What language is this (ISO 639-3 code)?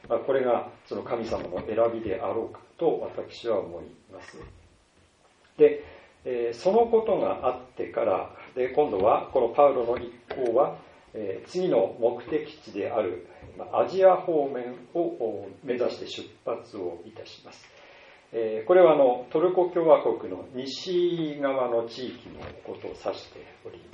jpn